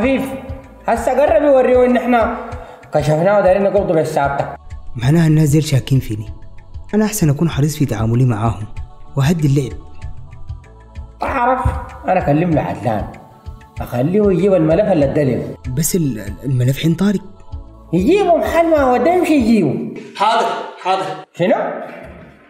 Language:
Sudanese Arabic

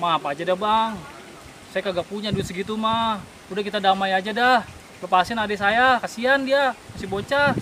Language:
Betawi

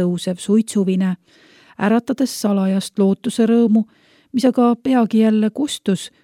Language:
Estonian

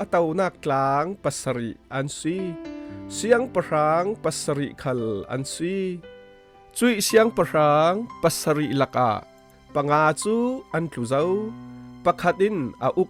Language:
Falam Chin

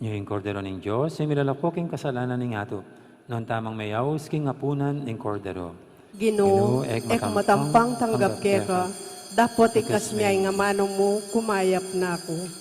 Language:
Pampanga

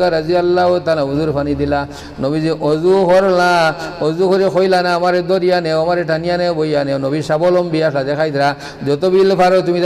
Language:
Sylheti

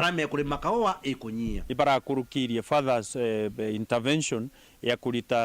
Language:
Meru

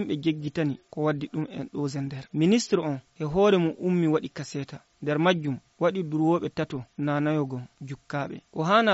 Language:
Fula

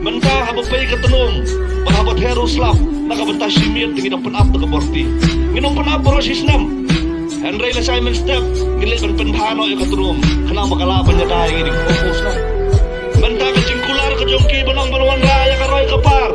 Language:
Khasi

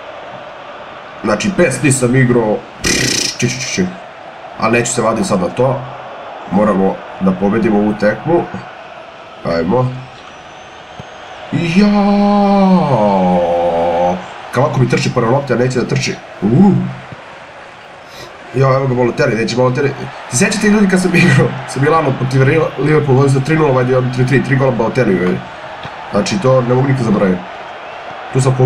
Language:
Serbian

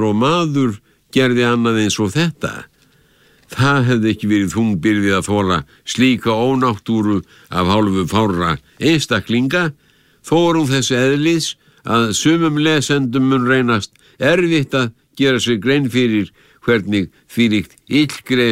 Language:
Icelandic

